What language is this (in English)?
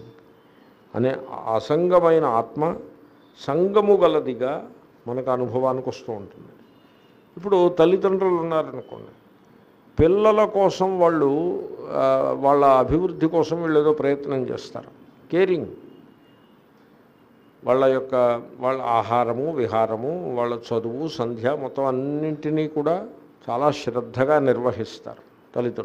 Telugu